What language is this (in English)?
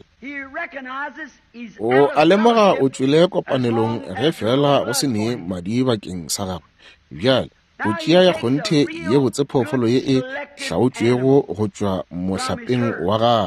Northern Sotho